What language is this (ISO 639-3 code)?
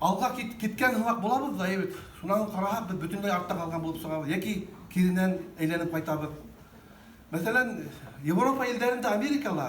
bak